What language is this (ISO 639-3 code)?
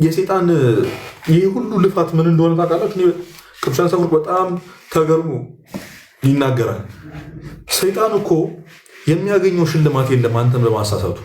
amh